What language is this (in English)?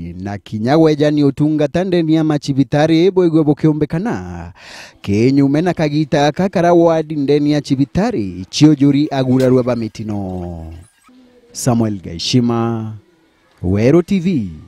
Meru